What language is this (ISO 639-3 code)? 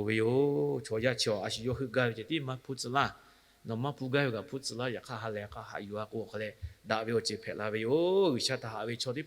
lhu